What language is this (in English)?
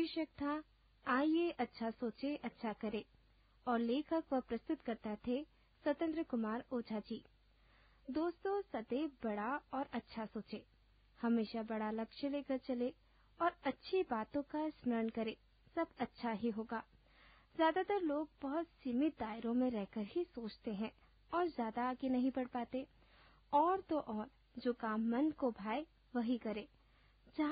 Hindi